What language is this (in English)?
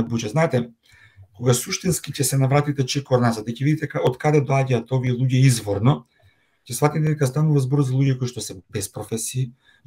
Macedonian